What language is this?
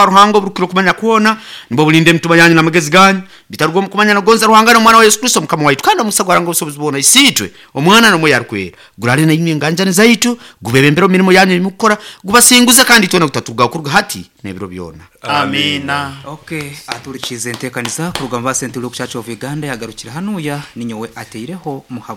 Nyankole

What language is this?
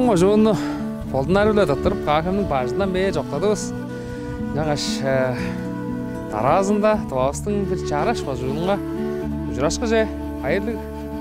Tuvinian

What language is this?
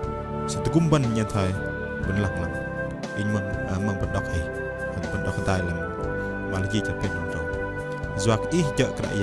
Bahnar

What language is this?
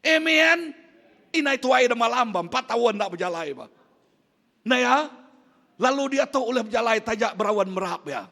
Iban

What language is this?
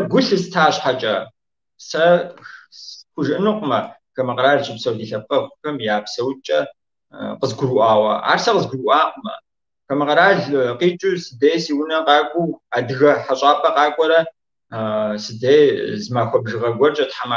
Kabardian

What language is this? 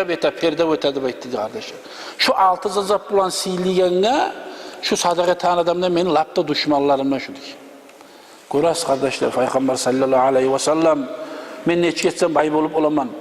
Kumyk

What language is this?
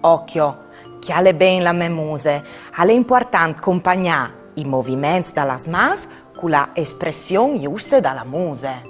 Friulian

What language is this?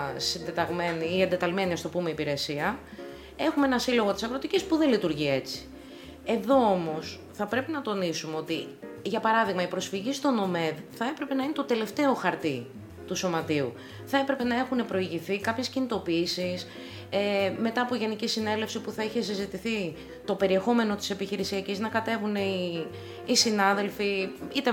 Greek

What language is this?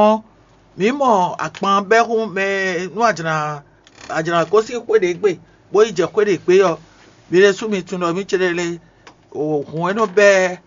Fon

